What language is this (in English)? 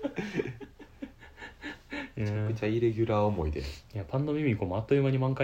Japanese